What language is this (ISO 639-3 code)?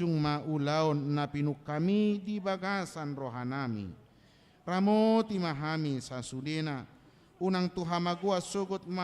bbc